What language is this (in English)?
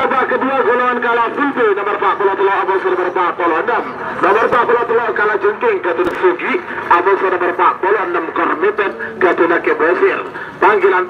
Madurese